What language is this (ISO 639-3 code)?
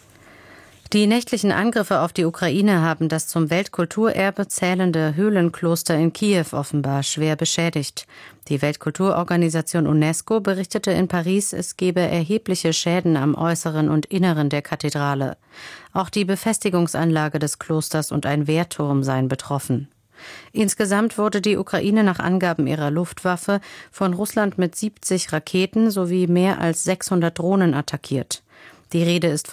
deu